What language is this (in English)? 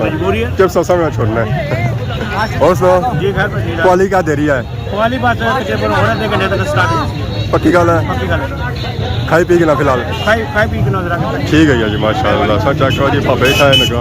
Pahari-Potwari